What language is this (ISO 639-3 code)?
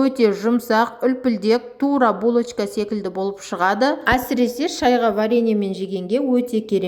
kaz